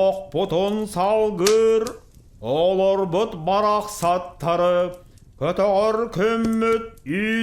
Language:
Yakut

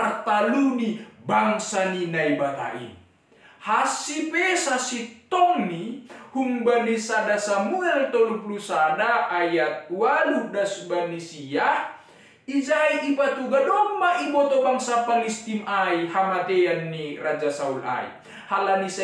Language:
Batak Simalungun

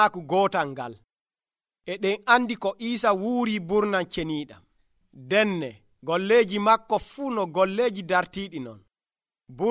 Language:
Nigerian Fulfulde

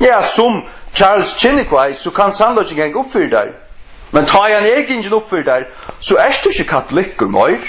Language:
Faroese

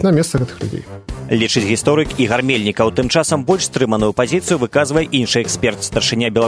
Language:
Belarusian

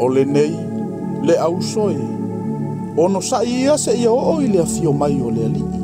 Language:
Samoan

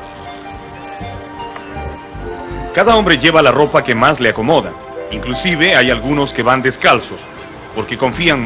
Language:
Spanish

